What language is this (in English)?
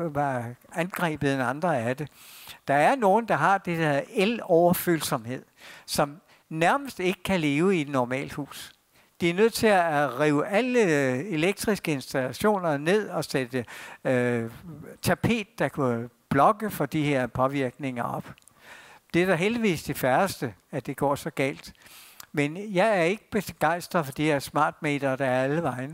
Danish